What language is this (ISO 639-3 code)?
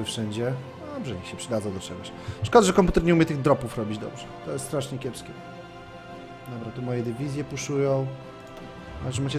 pol